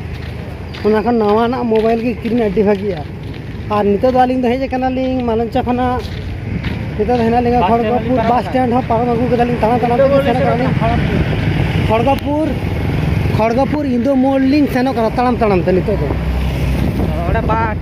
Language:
Santali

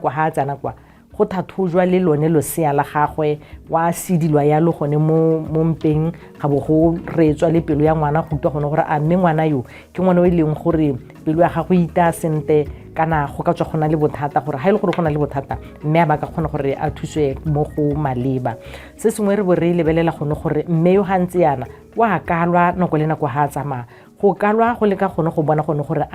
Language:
Tswana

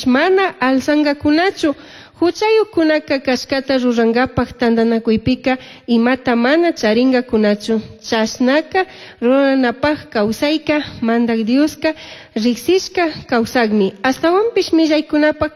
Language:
Chimborazo Highland Quichua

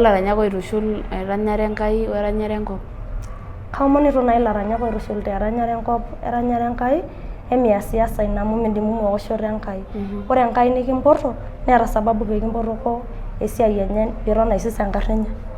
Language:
Masai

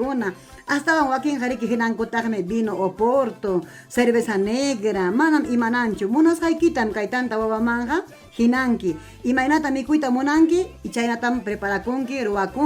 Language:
Ayacucho Quechua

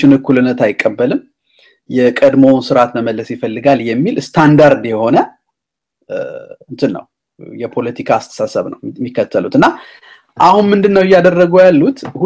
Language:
Amharic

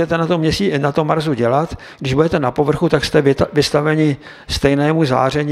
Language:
Czech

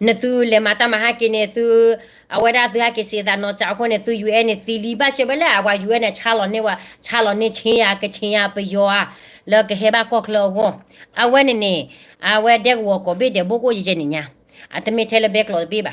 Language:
S'gaw Karen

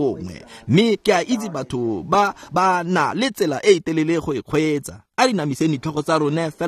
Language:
Tswana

